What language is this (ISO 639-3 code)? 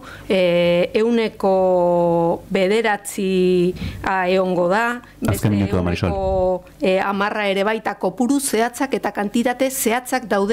eus